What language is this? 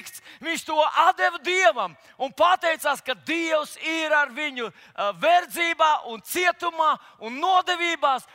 Latvian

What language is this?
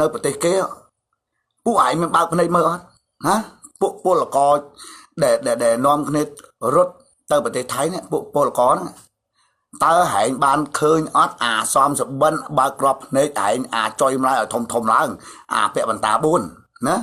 Khmer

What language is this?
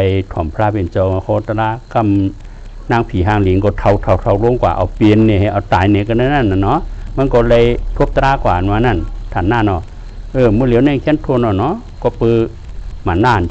Shan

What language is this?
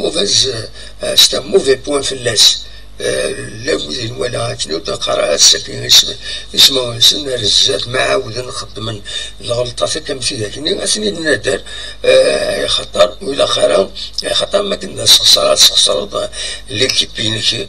Kabyle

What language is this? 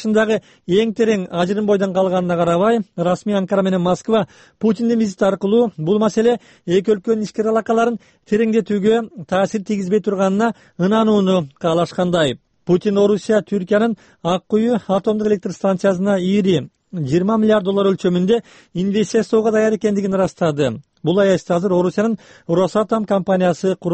Kyrgyz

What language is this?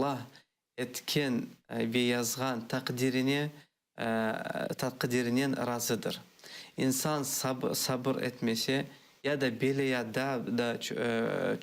Crimean Tatar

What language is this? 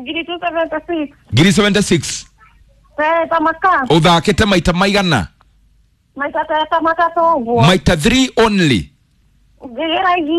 Kikuyu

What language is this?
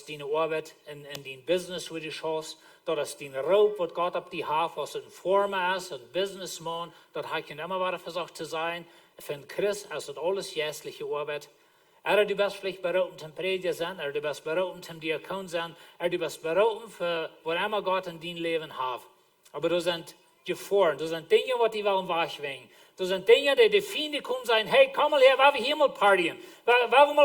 Plautdietsch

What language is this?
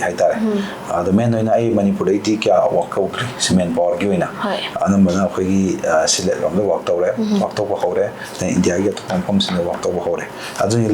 Manipuri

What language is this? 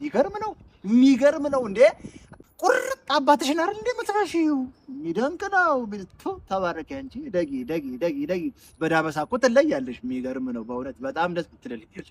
Amharic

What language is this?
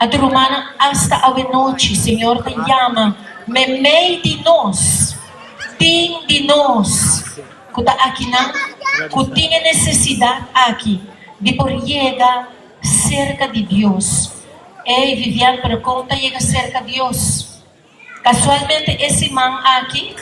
Papiamento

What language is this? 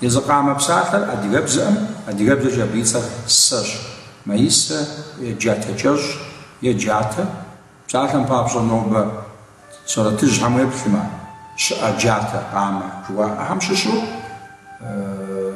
Kabardian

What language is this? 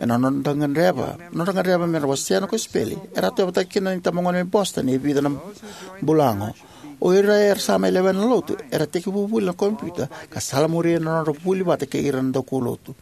Fijian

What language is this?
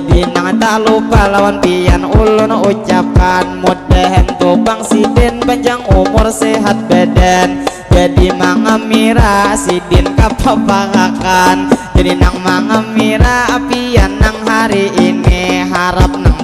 Banjar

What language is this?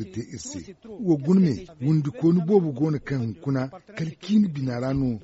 Zarma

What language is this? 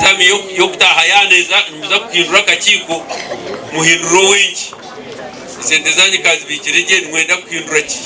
Nyankole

